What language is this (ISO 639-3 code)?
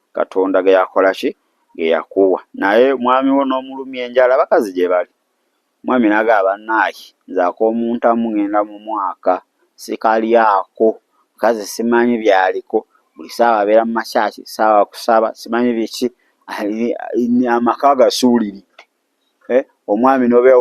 lug